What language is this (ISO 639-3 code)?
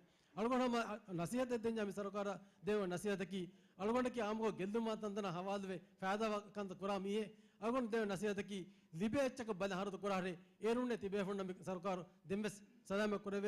div